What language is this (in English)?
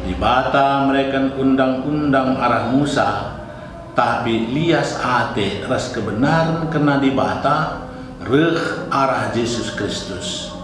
Batak Karo